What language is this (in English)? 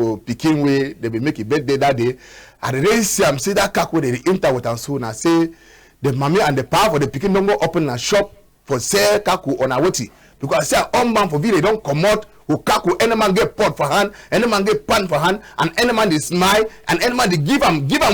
Cameroon Pidgin